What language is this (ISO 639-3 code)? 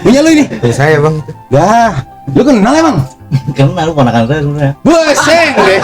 bew